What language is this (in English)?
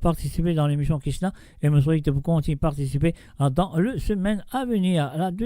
Morisyen